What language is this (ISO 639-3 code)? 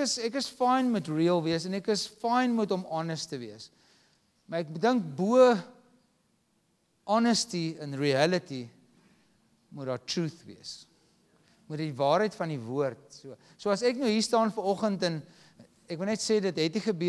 afr